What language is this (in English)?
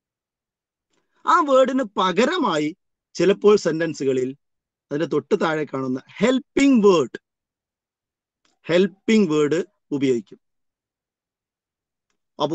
Malayalam